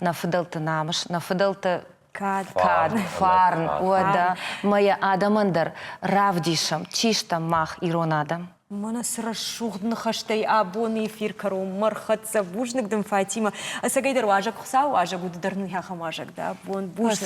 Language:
Ossetic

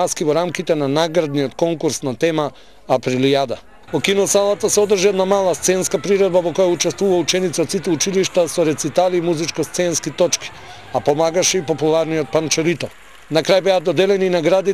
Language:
Macedonian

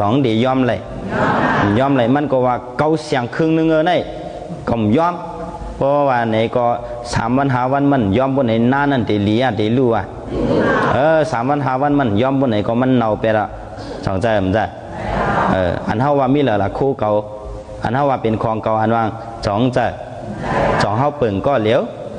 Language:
Shan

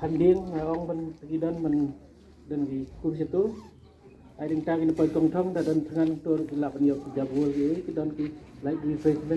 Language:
Khasi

